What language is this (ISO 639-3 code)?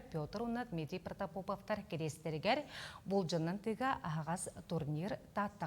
sah